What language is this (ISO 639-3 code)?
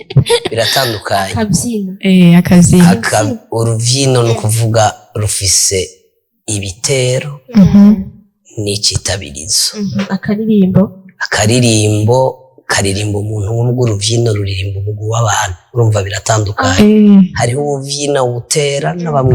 run